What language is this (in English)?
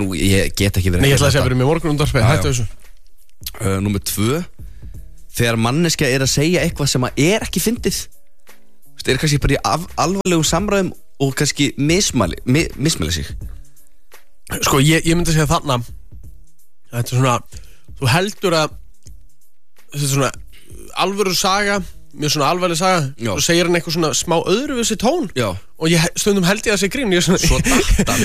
Icelandic